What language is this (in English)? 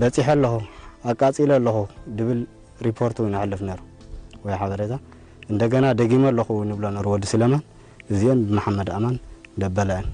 Tigrinya